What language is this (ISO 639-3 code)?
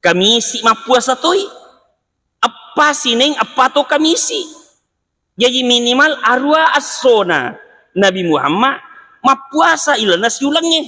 bug